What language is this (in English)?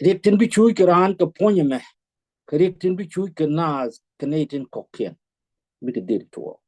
Nuer